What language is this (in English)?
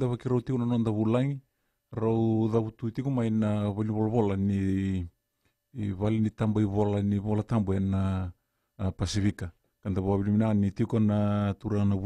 Fijian